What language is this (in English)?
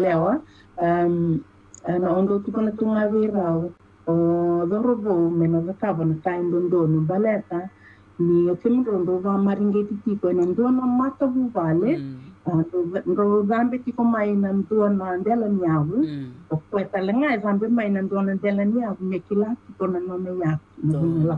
Fijian